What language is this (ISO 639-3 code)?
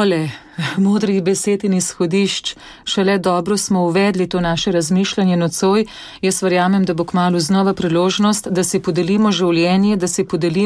slv